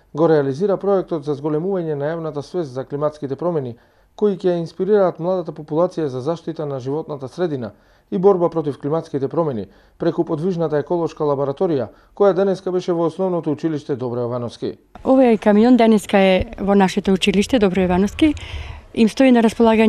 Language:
Macedonian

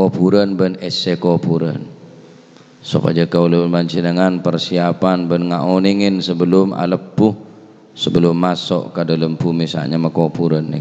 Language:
Madurese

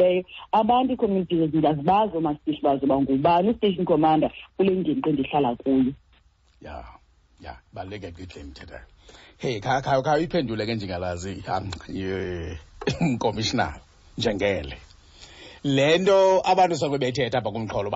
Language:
Xhosa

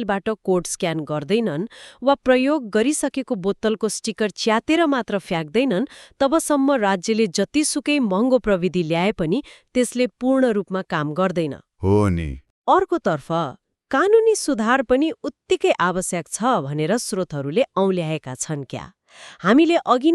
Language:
Nepali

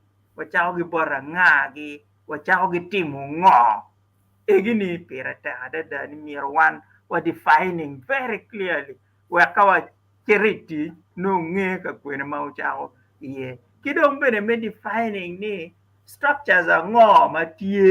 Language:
Acoli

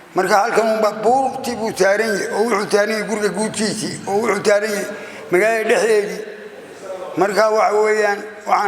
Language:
Somali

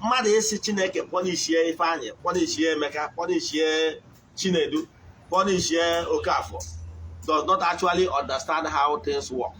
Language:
Igbo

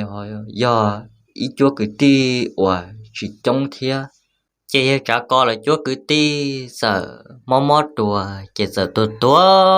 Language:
Hmong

